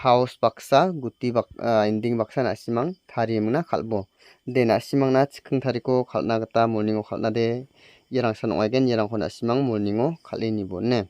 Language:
Garo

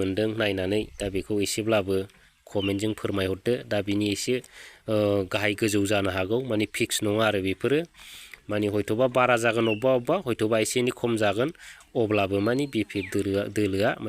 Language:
Bodo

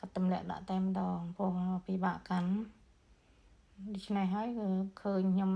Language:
Khmer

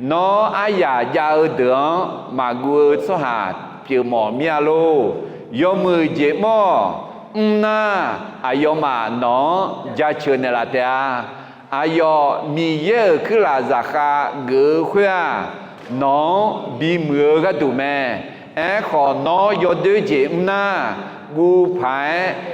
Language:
Akha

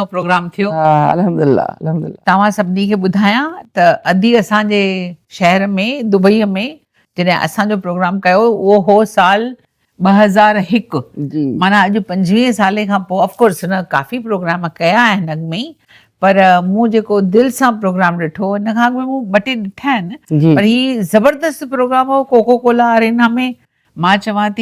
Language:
Sindhi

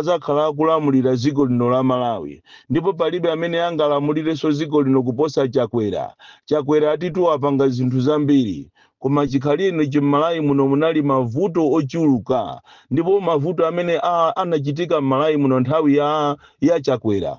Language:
Nyanja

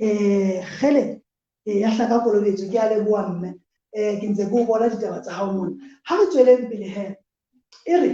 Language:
Southern Sotho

